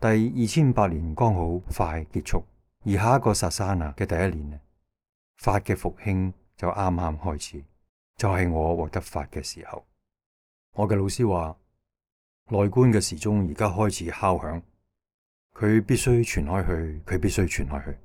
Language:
Cantonese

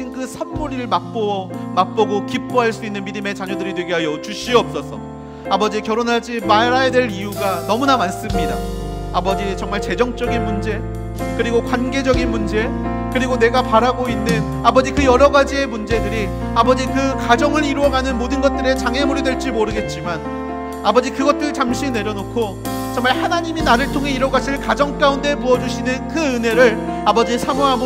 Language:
Korean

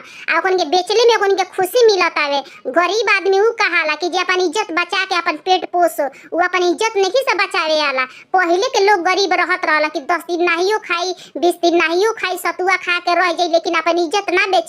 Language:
Bhojpuri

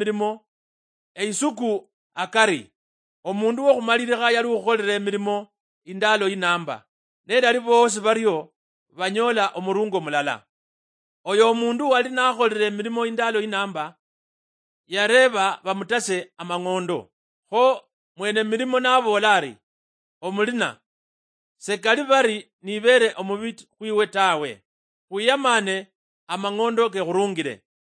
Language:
Luyia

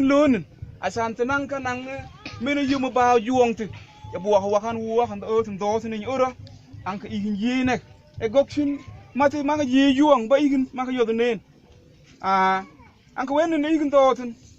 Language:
Mabaan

